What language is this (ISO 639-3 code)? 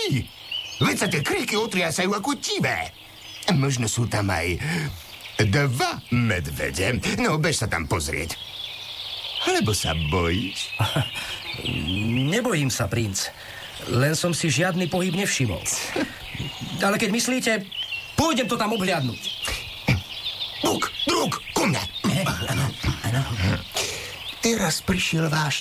slk